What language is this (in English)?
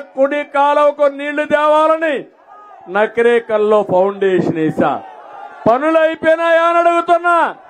Telugu